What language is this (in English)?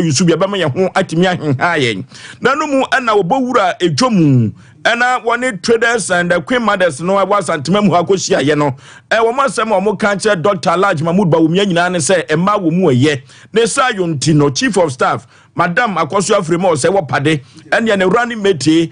Akan